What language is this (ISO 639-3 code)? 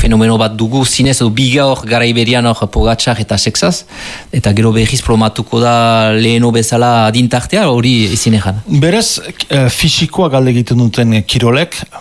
eus